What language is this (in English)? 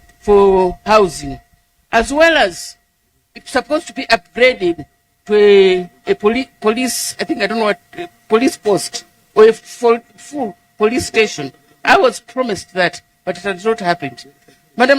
Nyanja